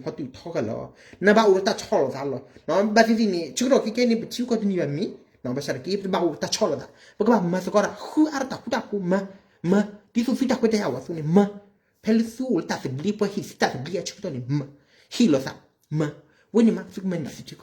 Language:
S'gaw Karen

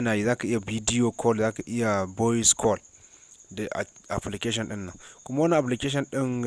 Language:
Hausa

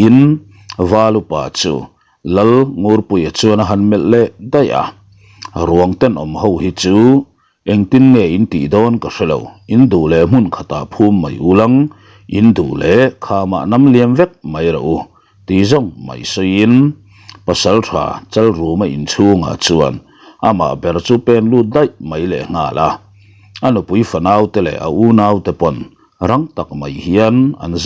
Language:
Mizo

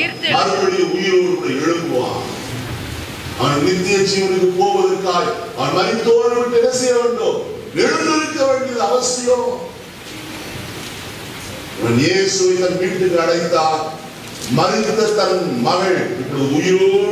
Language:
Tamil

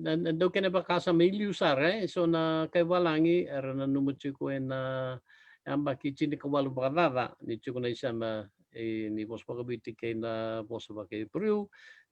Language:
Fijian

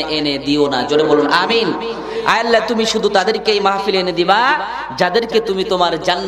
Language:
Bangla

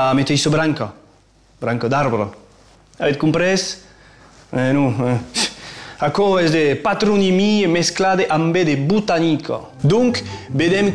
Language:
Occitan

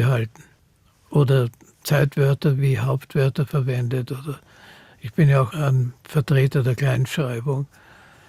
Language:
German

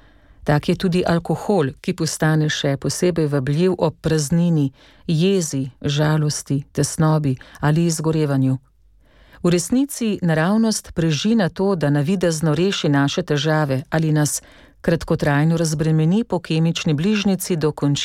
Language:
Slovenian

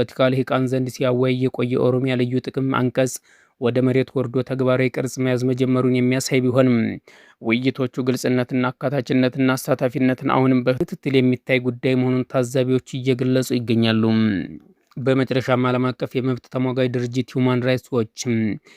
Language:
Amharic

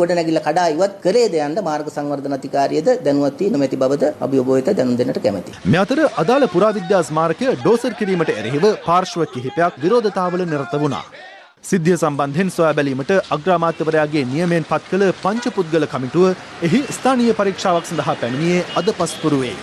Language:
Sinhala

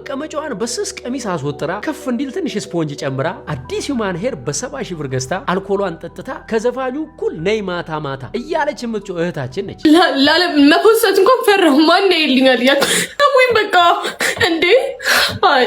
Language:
Amharic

